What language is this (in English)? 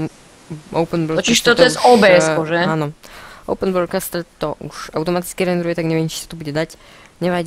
Slovak